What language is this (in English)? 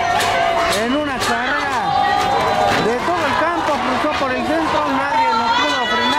Spanish